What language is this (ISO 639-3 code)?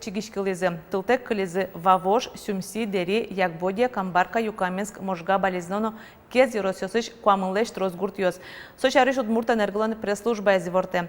udm